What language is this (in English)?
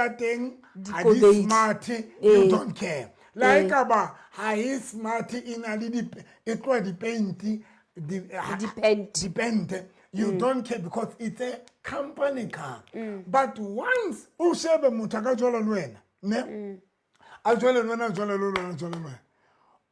Southern Sotho